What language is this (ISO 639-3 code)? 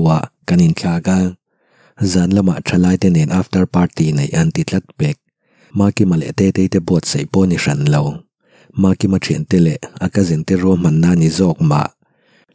lus